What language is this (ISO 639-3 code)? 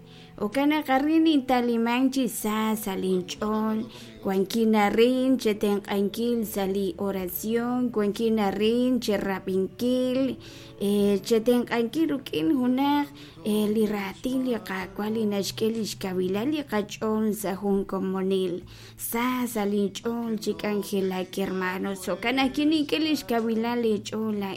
kek